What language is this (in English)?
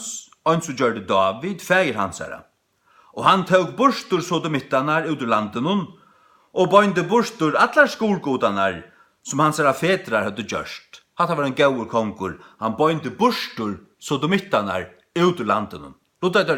Faroese